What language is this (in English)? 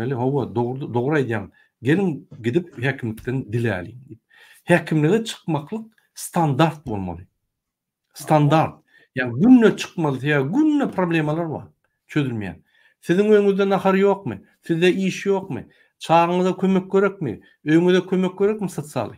Turkmen